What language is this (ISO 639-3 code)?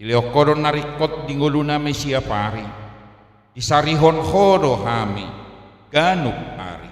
bbc